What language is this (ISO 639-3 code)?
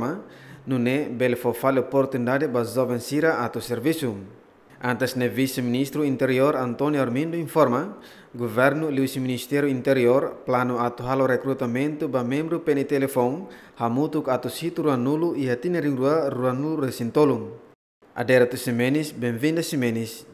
tet